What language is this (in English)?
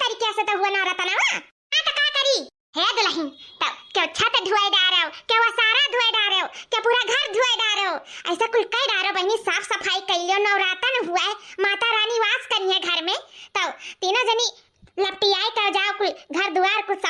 Awadhi